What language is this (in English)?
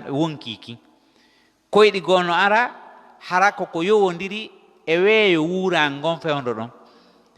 Fula